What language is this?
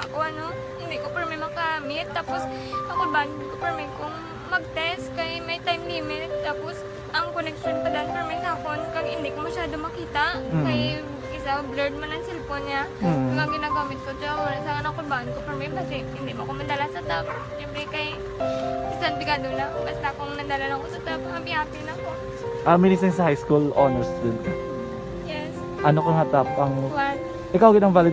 Hiligaynon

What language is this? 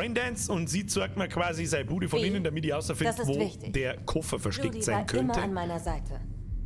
Bavarian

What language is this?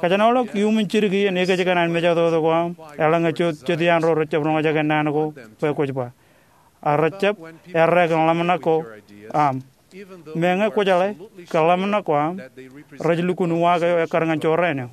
Marshallese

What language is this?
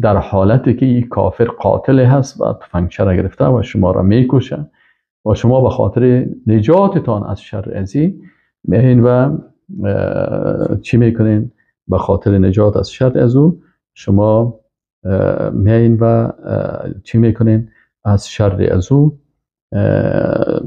Persian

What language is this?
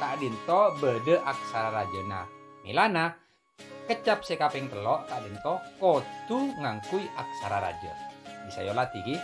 Madurese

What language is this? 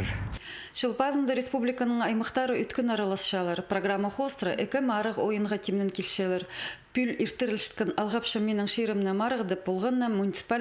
Khakas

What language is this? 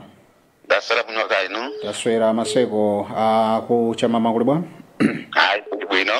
Nyanja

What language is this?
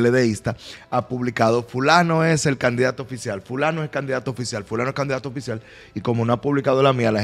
Spanish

